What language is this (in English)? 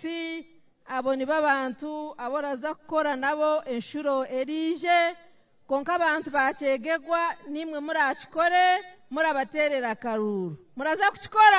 Nyankole